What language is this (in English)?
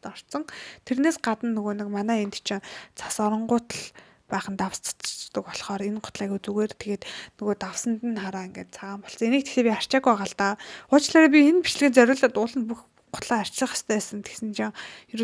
Mongolian